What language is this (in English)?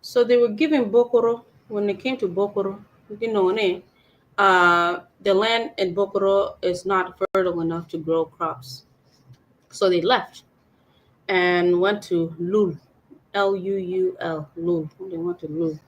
Acoli